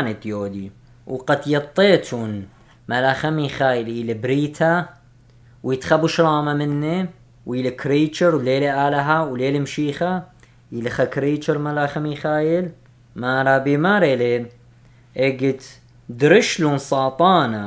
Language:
Assyrian Neo-Aramaic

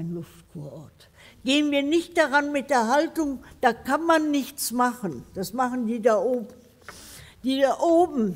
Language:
German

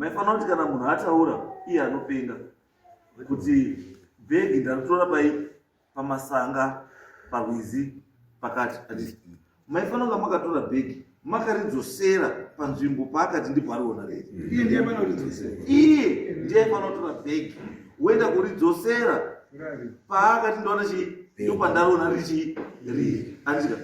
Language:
Shona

